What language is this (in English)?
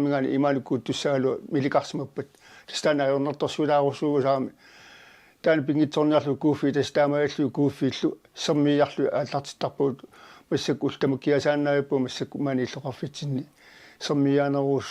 Kalaallisut